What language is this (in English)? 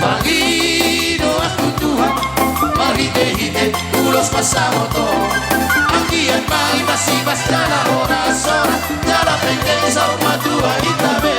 Batak Toba